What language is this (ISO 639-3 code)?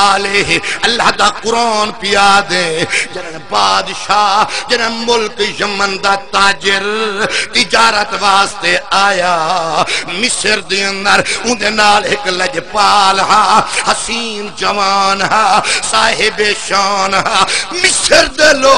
skr